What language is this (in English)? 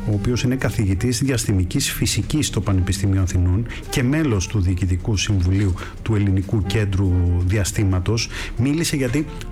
Greek